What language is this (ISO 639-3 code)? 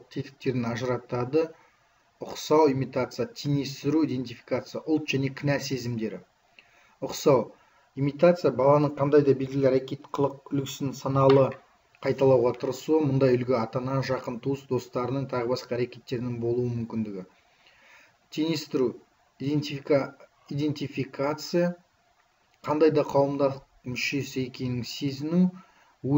kaz